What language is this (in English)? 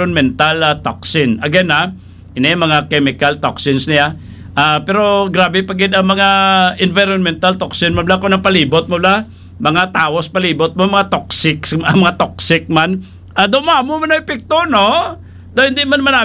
Hiligaynon